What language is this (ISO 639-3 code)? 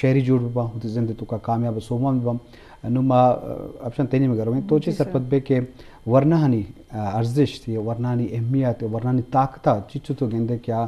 bgp